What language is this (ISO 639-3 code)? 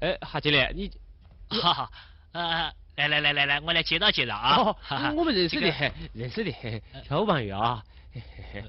wuu